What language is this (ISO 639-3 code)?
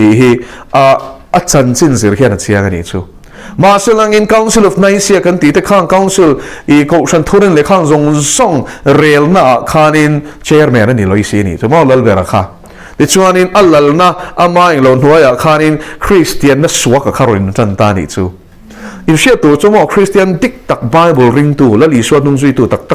lus